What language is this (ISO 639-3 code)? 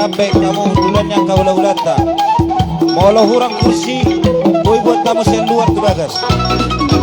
bbc